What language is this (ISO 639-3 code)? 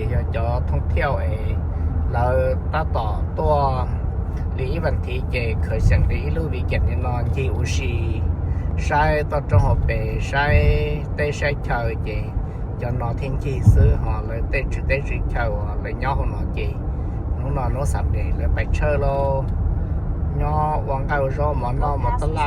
hmn